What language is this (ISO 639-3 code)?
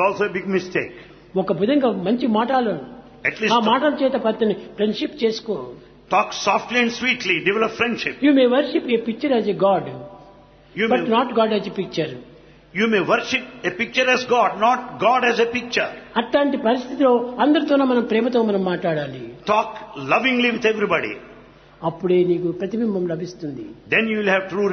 tel